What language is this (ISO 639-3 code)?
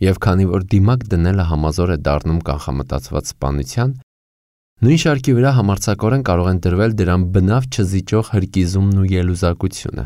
hye